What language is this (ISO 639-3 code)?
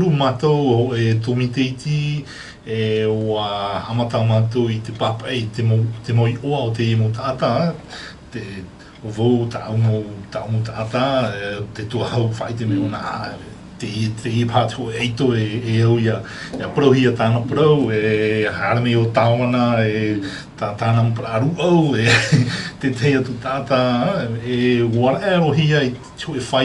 tah